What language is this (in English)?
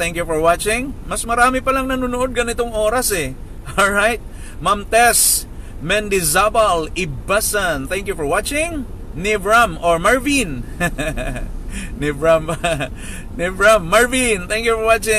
Filipino